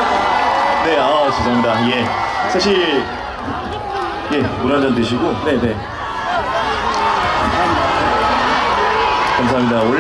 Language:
Korean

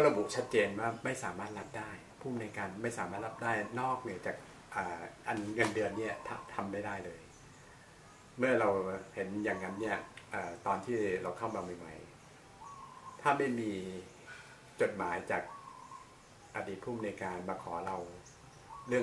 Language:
Thai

